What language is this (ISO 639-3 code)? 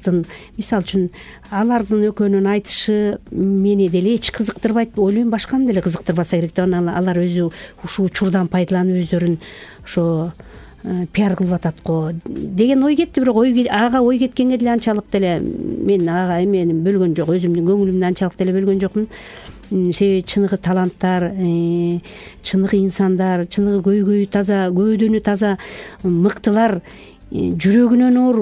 kir